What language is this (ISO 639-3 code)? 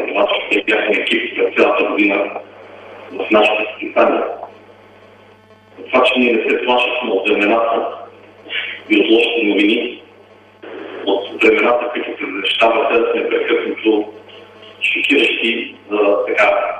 bul